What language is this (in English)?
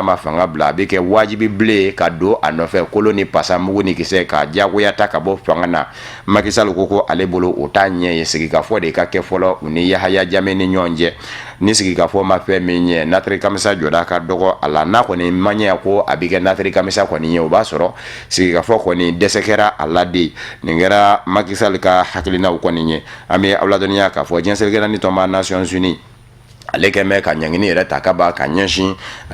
Bambara